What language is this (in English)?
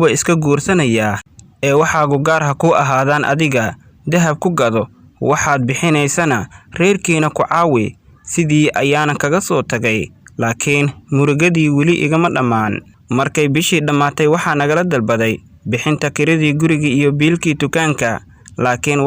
Somali